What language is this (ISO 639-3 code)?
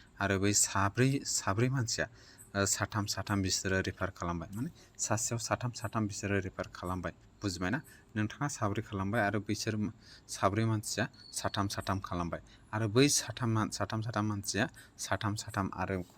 brx